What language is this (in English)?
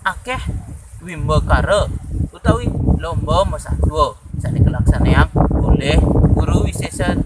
Balinese